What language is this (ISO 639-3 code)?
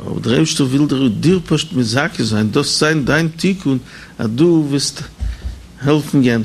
yid